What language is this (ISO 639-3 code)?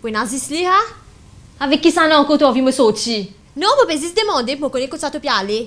mfe